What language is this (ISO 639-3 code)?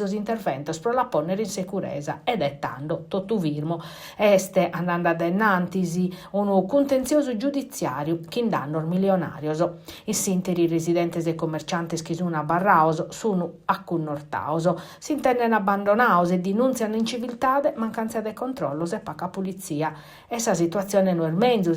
srd